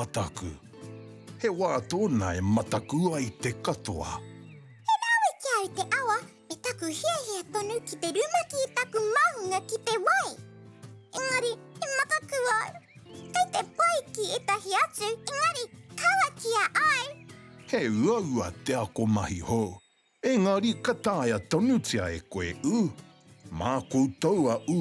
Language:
Māori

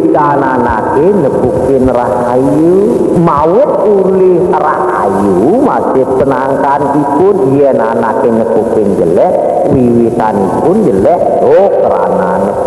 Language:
Balinese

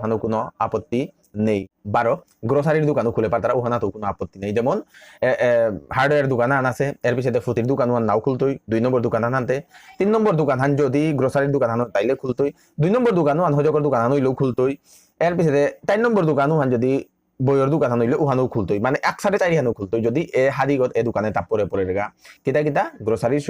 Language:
Bishnupriya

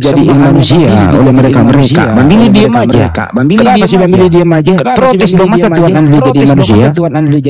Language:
Indonesian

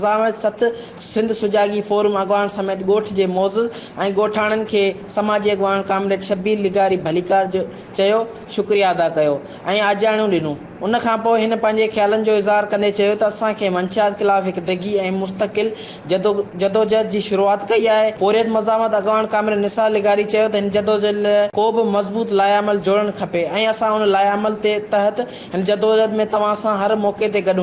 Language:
Sindhi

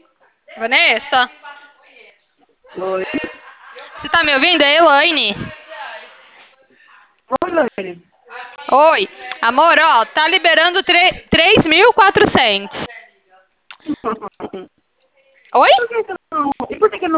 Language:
Portuguese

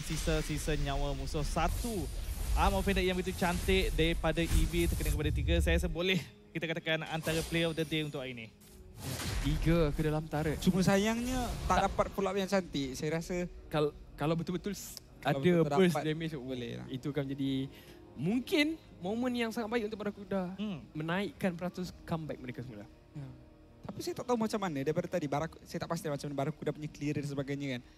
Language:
Malay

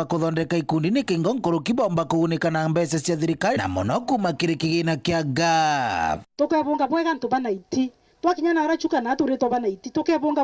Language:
Meru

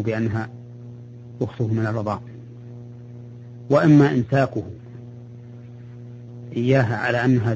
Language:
Arabic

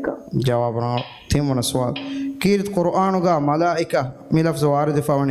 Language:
Divehi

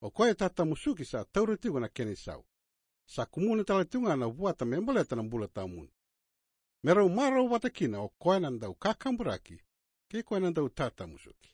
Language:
Fijian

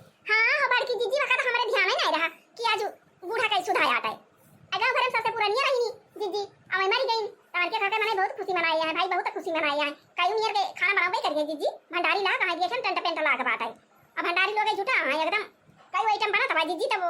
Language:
Awadhi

